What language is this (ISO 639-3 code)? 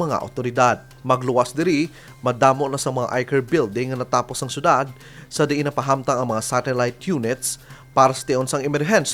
hil